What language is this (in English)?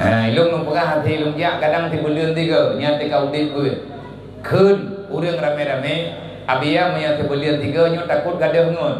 Achinese